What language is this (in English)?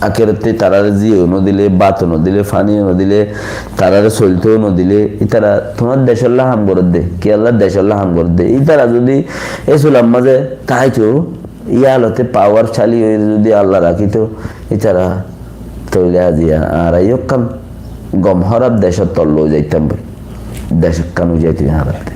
Rohingya